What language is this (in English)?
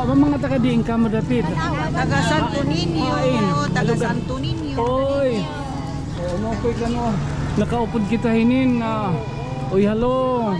Waray